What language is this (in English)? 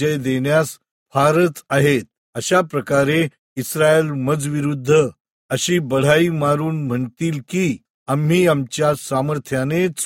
Marathi